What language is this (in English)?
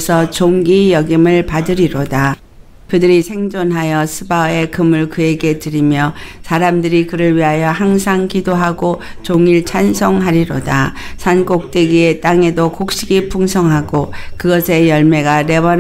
Korean